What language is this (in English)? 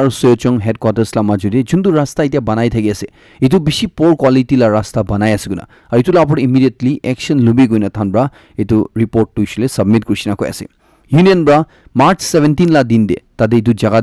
Naga Pidgin